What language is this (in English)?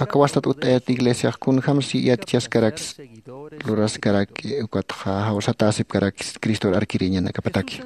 Aymara